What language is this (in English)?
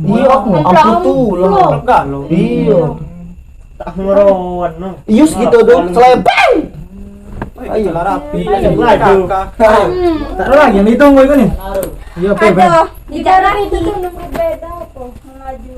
Musi